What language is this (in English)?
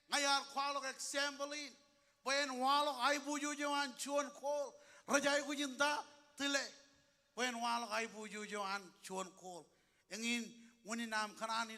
Marshallese